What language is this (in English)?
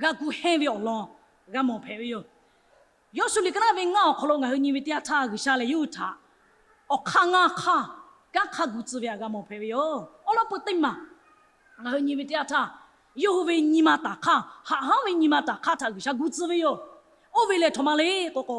Lahu